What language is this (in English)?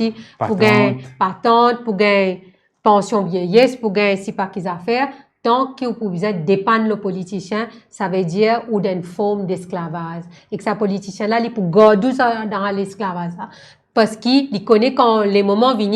Morisyen